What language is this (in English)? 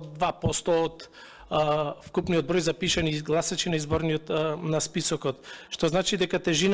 Macedonian